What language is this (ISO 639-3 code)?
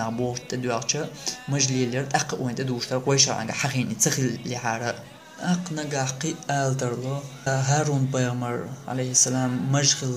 che